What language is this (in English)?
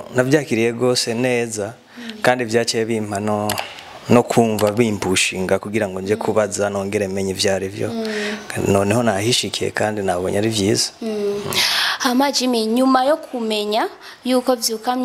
Rundi